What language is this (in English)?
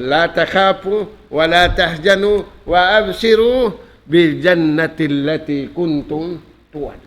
Tausug